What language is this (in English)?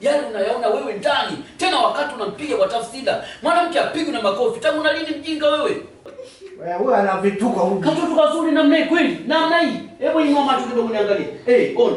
Swahili